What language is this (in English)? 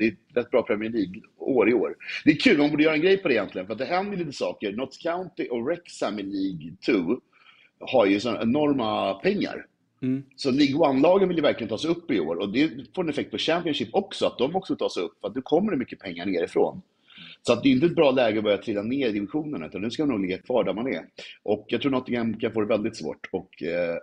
Swedish